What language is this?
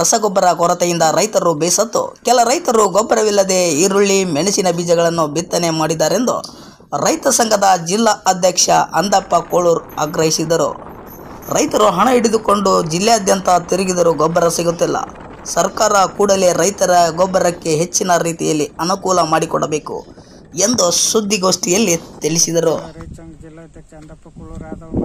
Kannada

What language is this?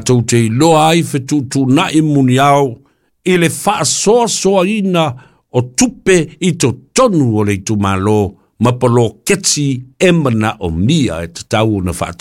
Samoan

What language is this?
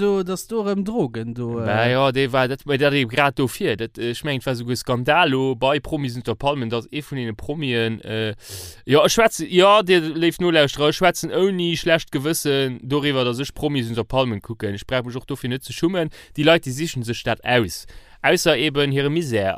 Luxembourgish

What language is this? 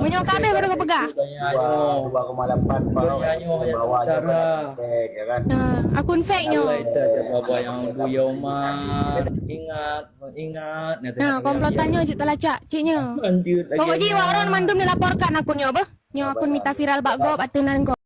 Achinese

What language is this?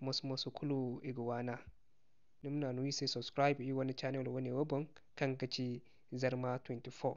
Zarma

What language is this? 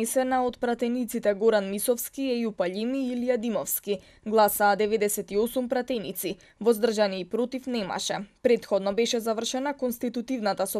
Macedonian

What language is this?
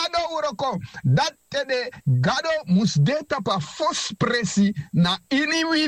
Sranan Tongo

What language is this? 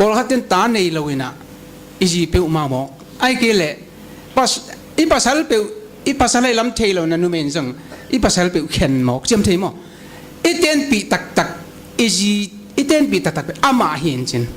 Paite Chin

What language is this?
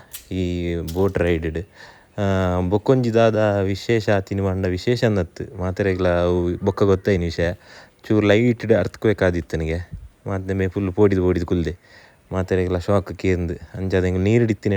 Tulu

